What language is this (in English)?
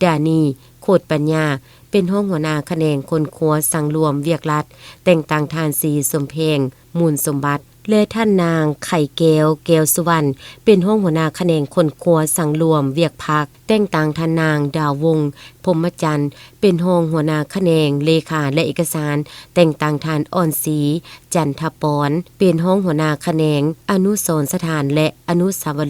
Lao